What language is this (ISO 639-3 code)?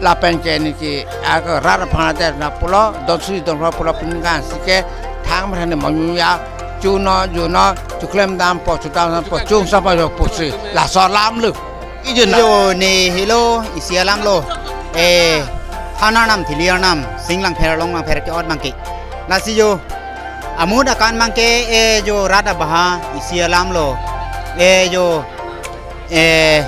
mjw